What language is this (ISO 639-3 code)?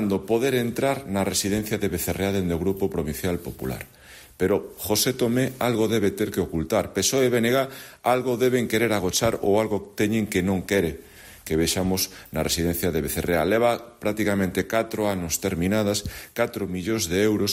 glg